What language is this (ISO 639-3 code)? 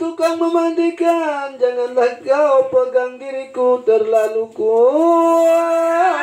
sas